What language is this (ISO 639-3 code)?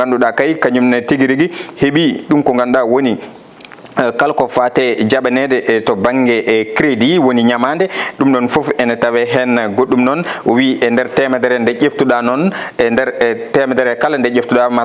ful